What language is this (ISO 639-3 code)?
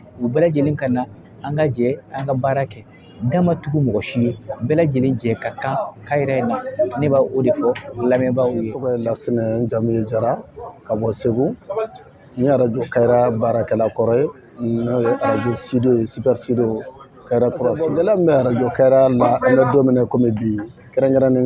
bam